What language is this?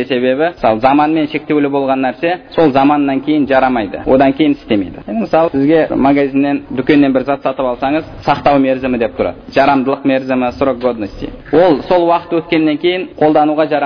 Kazakh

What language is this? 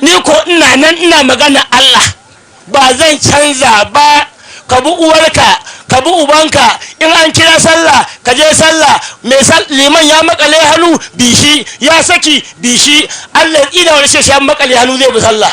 Hausa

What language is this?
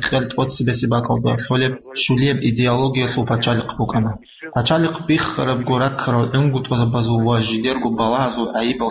Avaric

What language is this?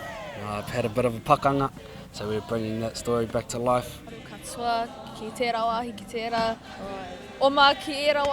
Māori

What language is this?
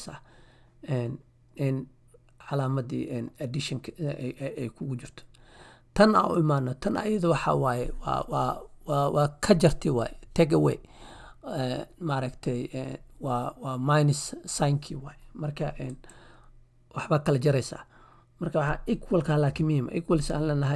Somali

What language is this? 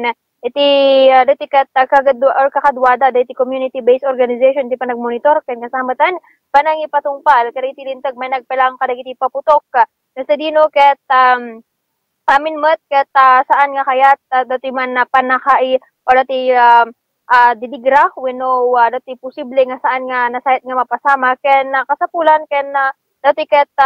Iloko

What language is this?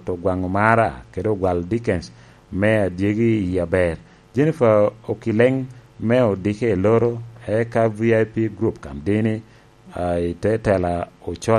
Lango (Uganda)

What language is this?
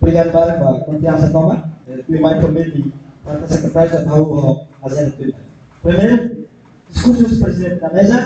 Tetum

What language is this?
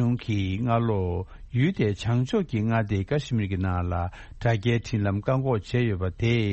Tibetan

